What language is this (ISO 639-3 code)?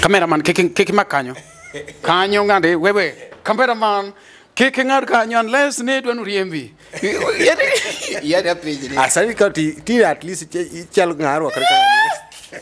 luo